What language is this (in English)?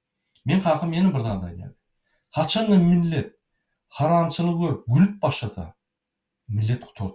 Turkmen